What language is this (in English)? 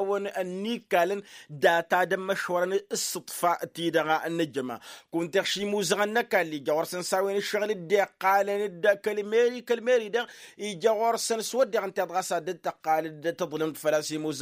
Tamasheq